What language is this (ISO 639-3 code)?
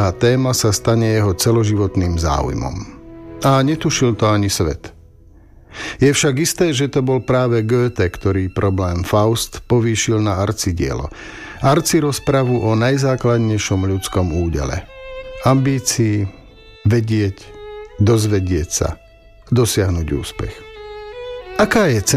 slk